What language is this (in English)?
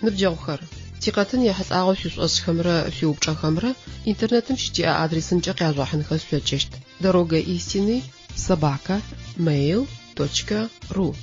Adyghe